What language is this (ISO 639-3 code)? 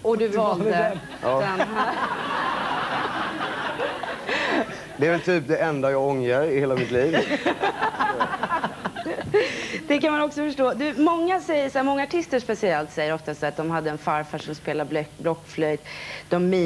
swe